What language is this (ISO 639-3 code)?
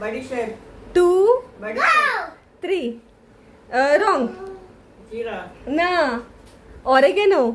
kok